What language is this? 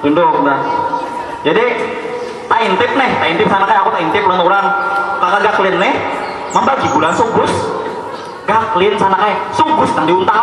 Banjar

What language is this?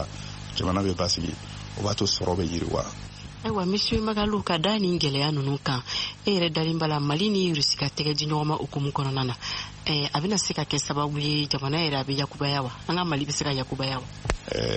Bambara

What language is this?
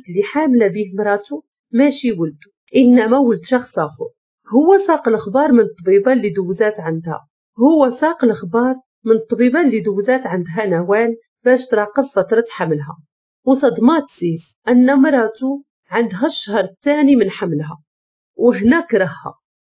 Moroccan Arabic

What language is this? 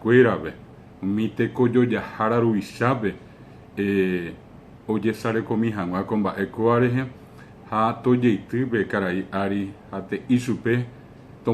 Guarani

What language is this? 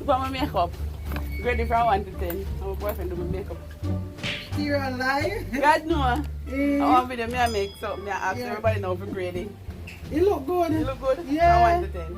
Jamaican Creole English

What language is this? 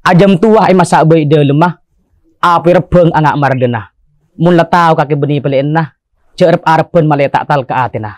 Madurese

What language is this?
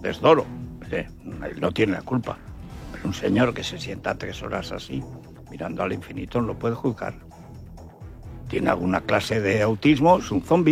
Spanish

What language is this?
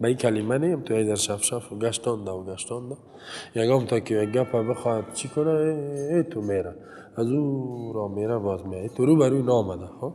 Persian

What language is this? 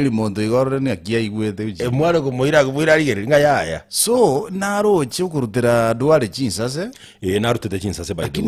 Gusii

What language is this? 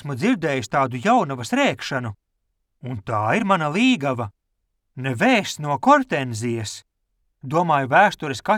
Latvian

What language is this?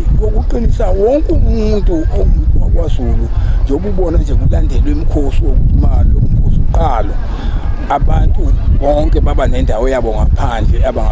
Zulu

